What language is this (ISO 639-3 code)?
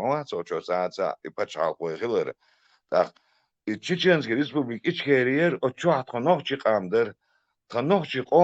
che